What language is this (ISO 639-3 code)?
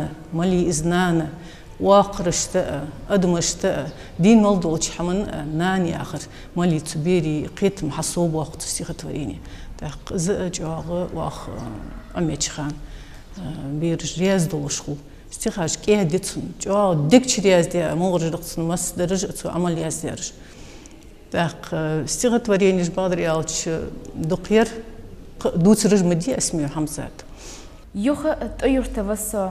inh